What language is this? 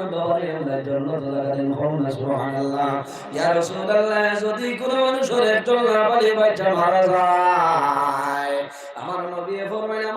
Sylheti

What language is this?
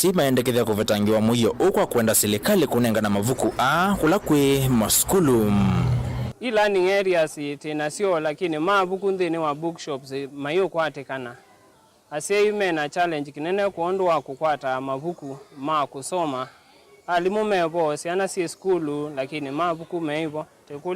Kamba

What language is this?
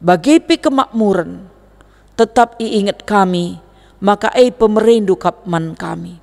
Batak Karo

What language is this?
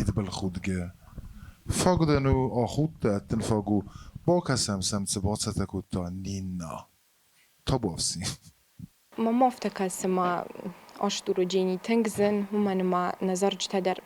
Ossetic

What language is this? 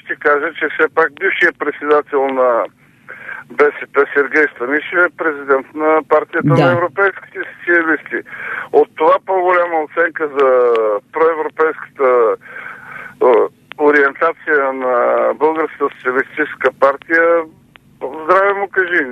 Bulgarian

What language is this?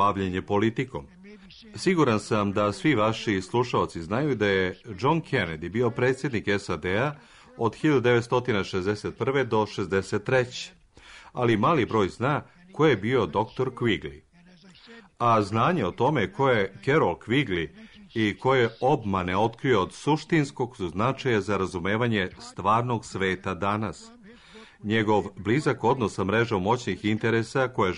Serbian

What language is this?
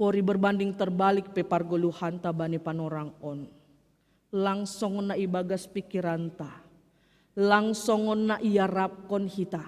Batak Simalungun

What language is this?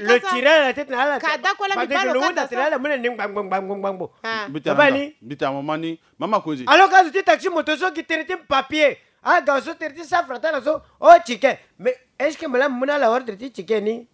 Sango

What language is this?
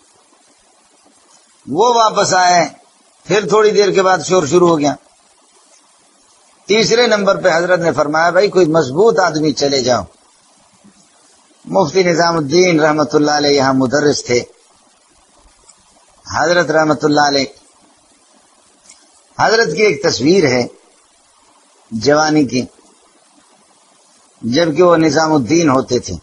Urdu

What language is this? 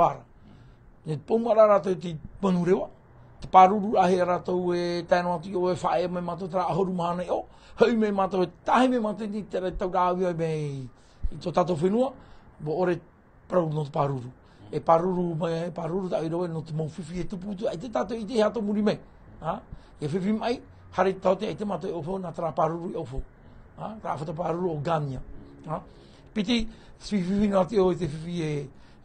Tahitian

